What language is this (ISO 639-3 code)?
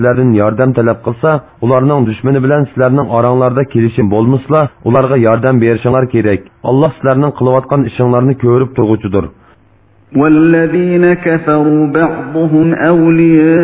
uig